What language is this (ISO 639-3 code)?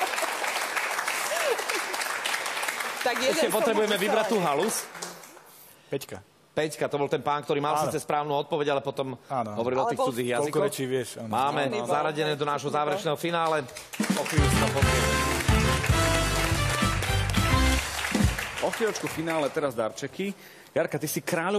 slk